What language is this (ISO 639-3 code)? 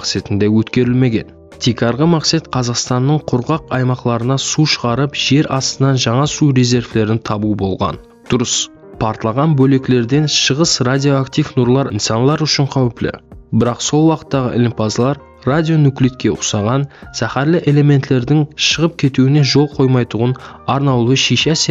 kaa